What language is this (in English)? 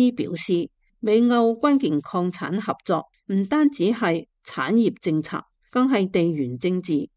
Cantonese